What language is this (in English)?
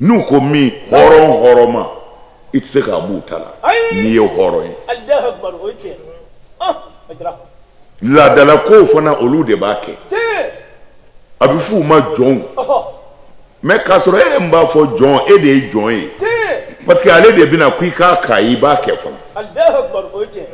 Bambara